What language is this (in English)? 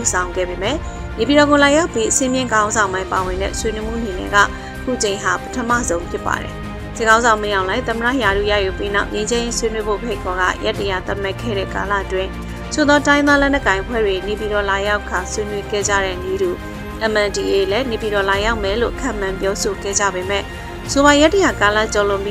Burmese